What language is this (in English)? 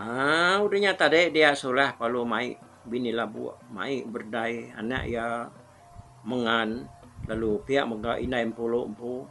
Iban